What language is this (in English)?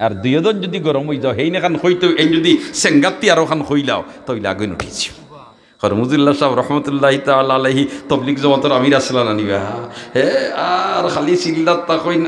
Sylheti